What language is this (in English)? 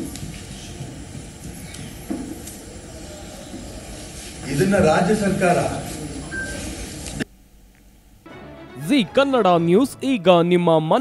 Kannada